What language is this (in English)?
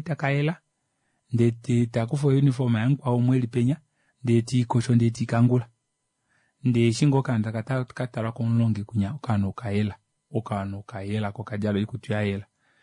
Kuanyama